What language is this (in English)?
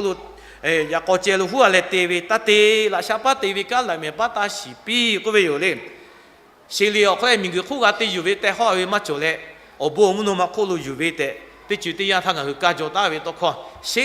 Lahu